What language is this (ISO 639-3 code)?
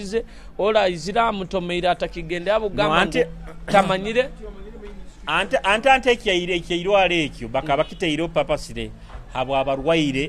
nyo